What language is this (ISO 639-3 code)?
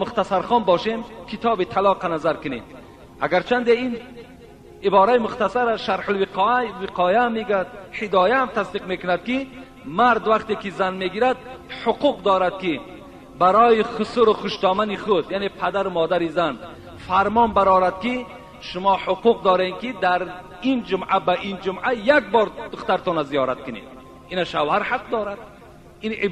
tgk